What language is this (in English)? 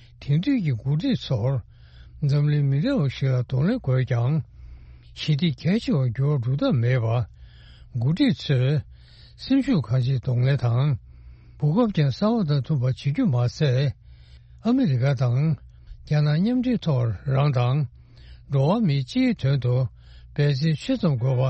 Tibetan